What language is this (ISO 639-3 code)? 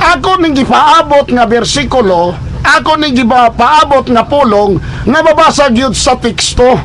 ceb